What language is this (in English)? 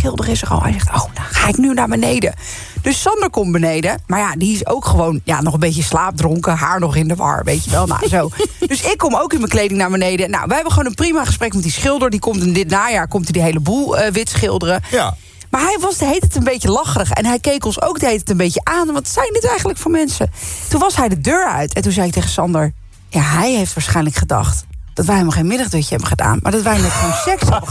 Dutch